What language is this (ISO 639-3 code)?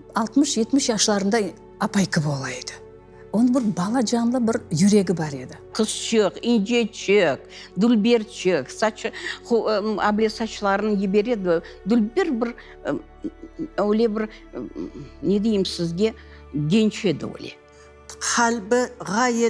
crh